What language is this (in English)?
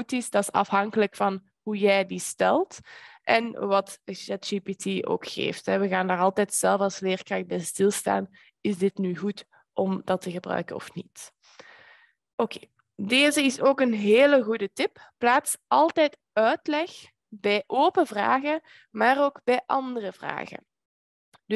Dutch